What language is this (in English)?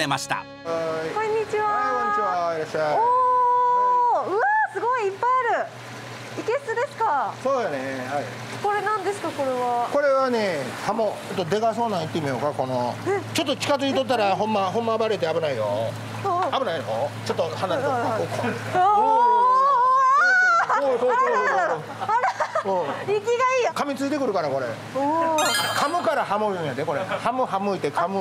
Japanese